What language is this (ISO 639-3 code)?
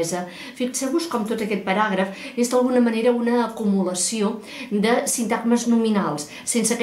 cat